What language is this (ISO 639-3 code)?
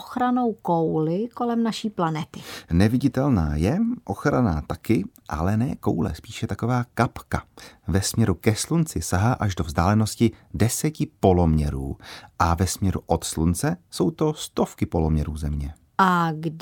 ces